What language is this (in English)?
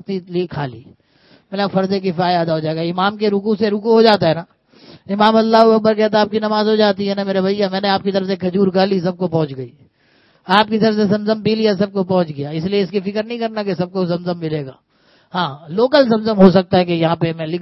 Urdu